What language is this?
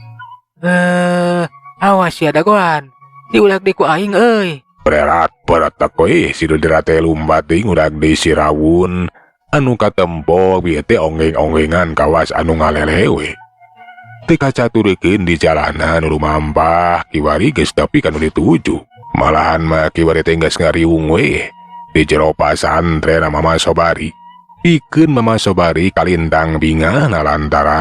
Sundanese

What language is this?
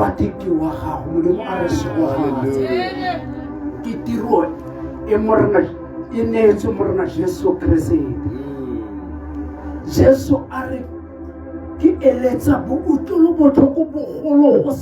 Tswana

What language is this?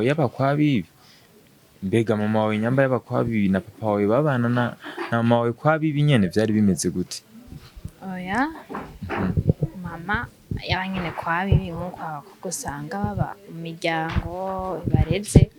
Rundi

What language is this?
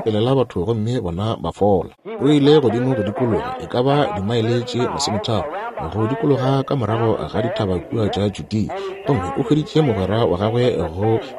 Northern Sotho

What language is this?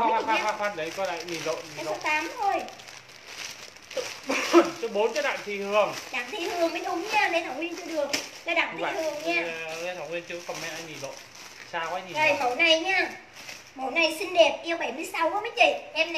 Vietnamese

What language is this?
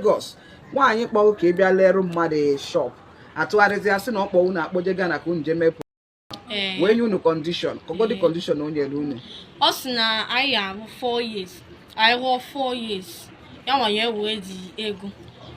Igbo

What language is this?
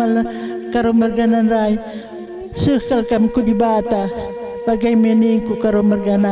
Batak Karo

